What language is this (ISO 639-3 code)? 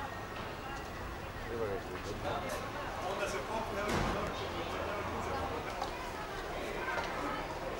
hrv